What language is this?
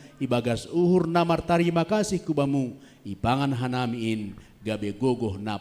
Batak Simalungun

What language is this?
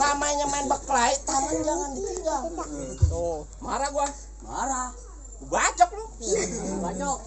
Betawi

